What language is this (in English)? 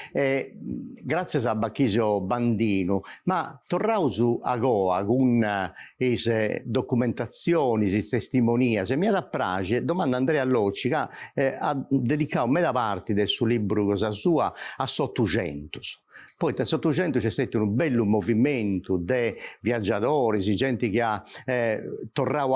Sardinian